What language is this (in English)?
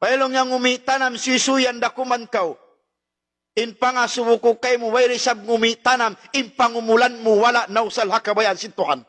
Tausug